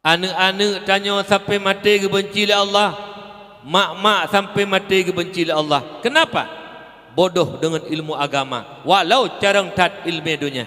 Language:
Achinese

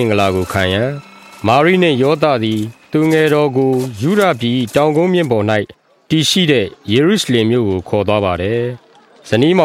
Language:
Burmese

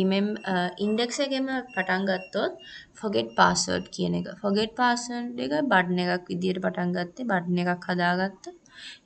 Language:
Sinhala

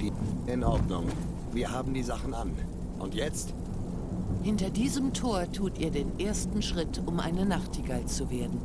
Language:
Swiss German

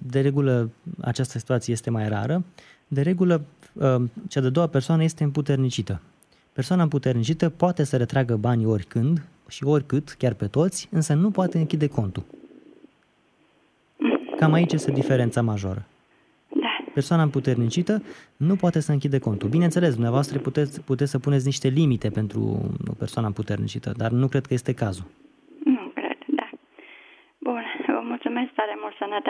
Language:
Romanian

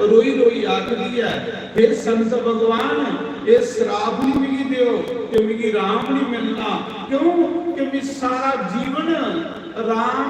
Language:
Dogri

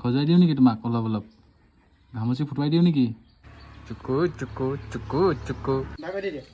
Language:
Assamese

